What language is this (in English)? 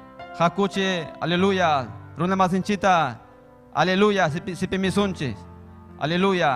Ayacucho Quechua